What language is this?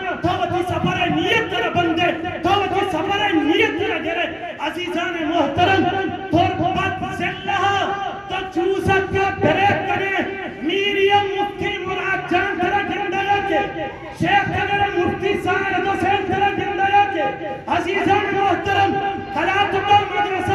Eastern Balochi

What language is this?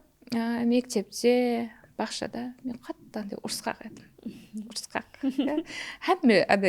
Kara-Kalpak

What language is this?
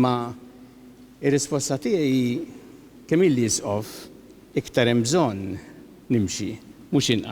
Maltese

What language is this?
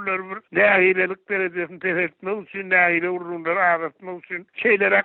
Turkmen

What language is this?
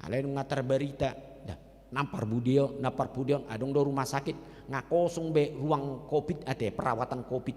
Batak Toba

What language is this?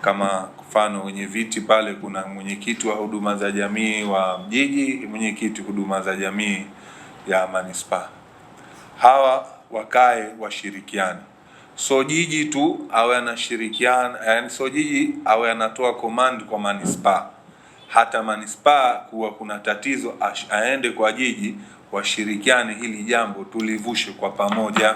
Swahili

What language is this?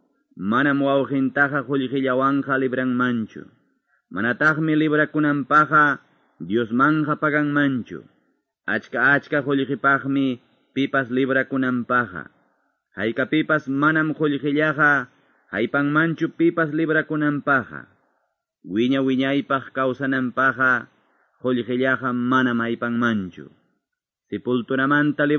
Quechua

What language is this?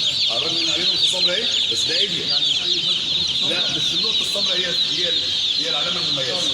Egyptian Arabic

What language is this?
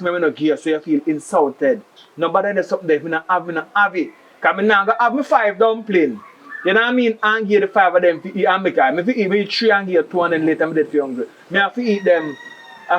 Jamaican Creole English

